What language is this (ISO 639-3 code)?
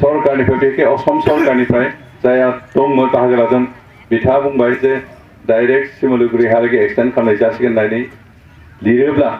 brx